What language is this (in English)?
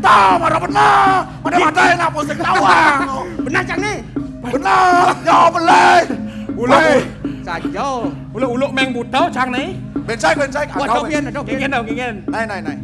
Balinese